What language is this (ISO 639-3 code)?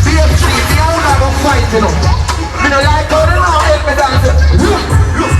jam